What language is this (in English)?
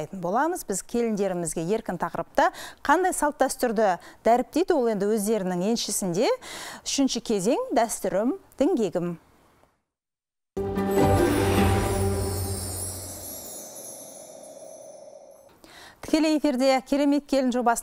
Kazakh